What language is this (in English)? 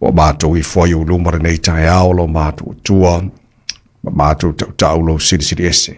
Samoan